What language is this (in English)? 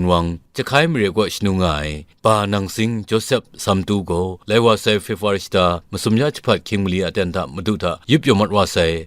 Kachin